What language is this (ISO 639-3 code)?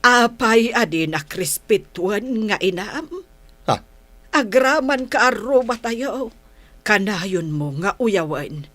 ilo